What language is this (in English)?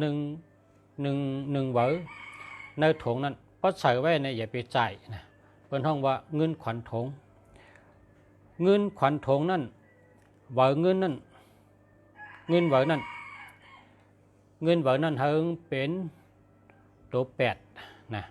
Shan